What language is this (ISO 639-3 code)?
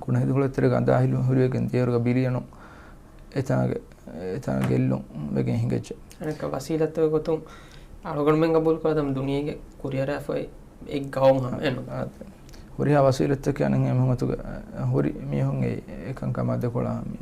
div